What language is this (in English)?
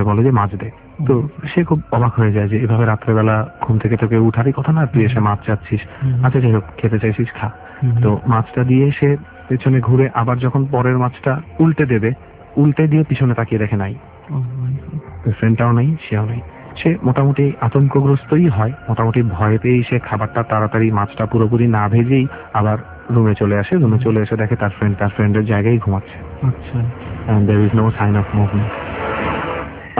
Bangla